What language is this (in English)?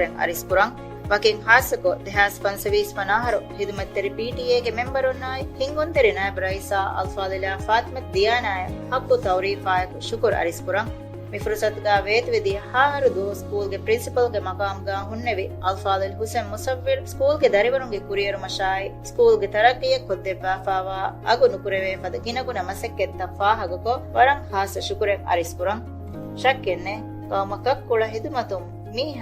Divehi